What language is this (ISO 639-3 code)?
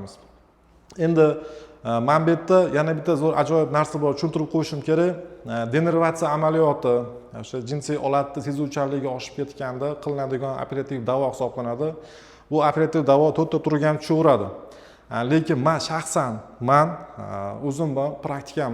uzb